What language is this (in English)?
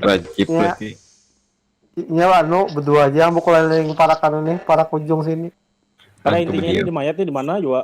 Banjar